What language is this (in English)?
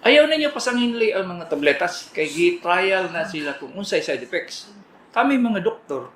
Cebuano